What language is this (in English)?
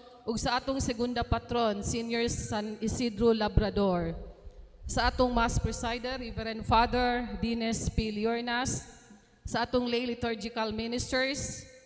Cebuano